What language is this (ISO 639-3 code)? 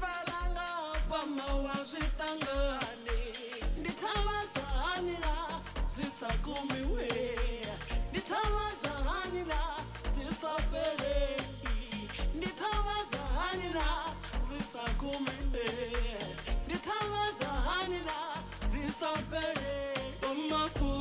ven